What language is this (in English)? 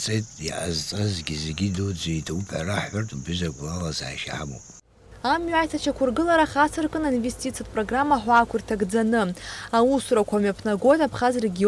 Abkhazian